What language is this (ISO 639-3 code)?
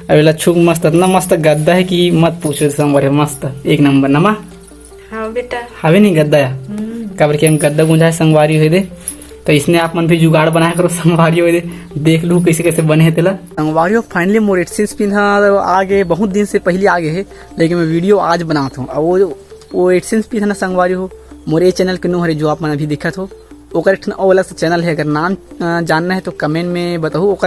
hne